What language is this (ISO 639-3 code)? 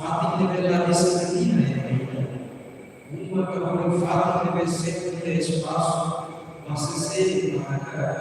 tet